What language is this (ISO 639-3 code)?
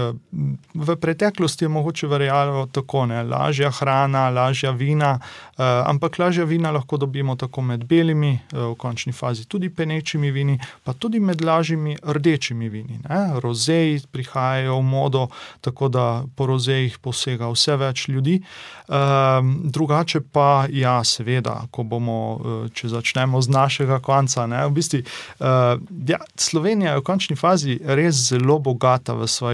slv